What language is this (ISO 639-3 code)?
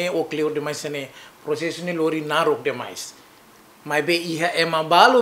tet